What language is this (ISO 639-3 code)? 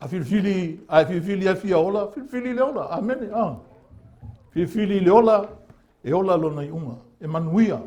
smo